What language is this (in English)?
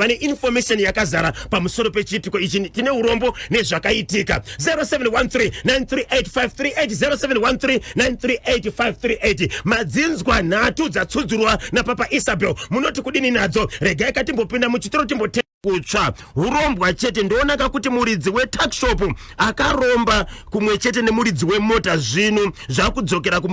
Shona